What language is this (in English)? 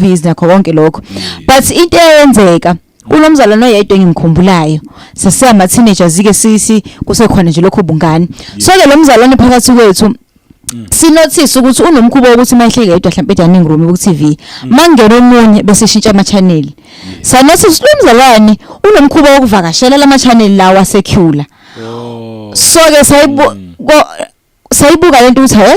Zulu